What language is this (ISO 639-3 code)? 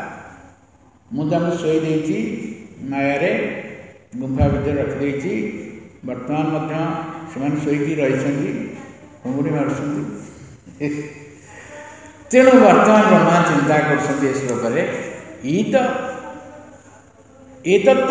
ori